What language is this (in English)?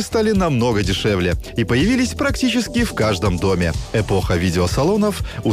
Russian